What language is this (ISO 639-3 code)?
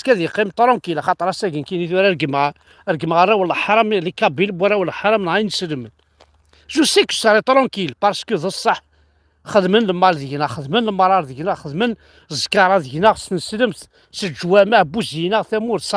kab